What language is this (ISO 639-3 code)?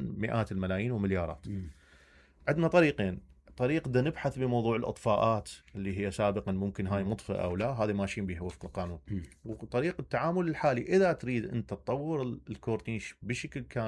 acm